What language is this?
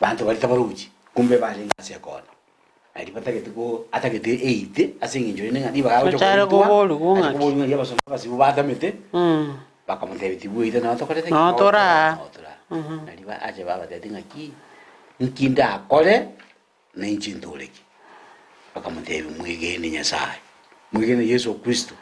Gusii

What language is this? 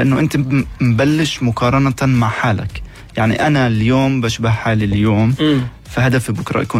North Levantine Arabic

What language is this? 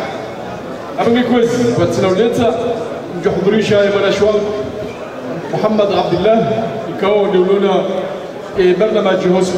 Swahili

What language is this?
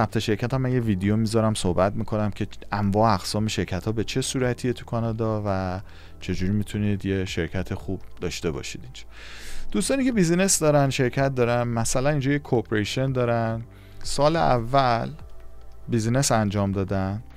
Persian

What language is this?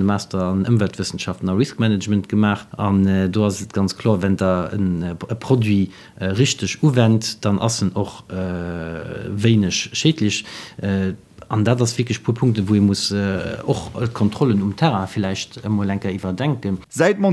Luxembourgish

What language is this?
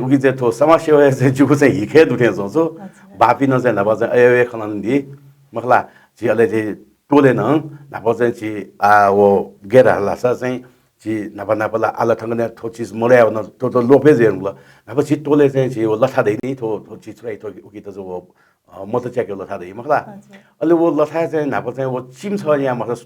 Newari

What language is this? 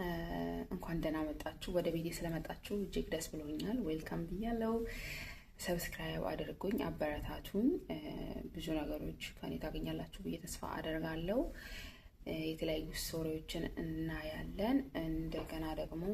Amharic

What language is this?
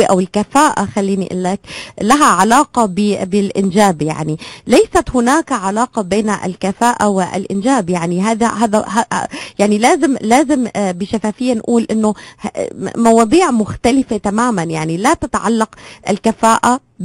North Levantine Arabic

